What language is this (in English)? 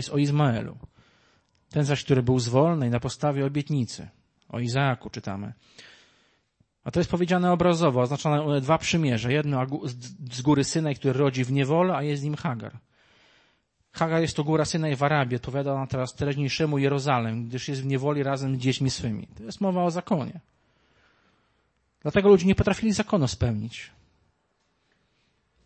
Polish